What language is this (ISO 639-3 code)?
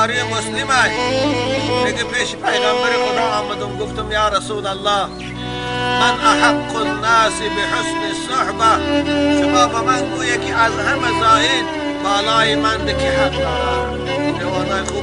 tgk